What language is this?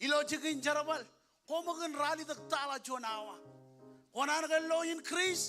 Marshallese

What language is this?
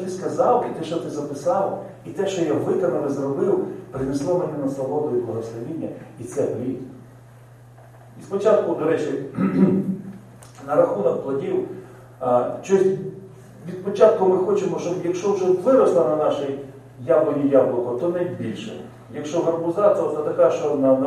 Ukrainian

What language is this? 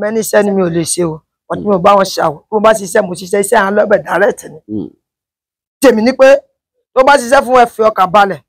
Yoruba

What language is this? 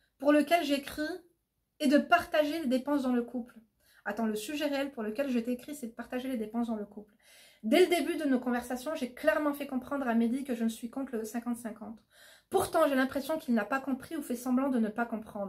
French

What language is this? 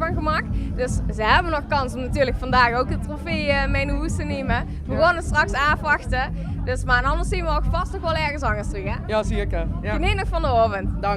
Limburgish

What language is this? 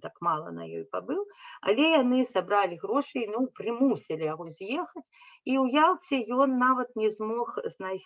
Belarusian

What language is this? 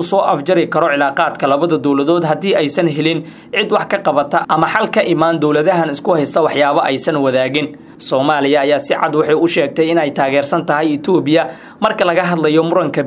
Somali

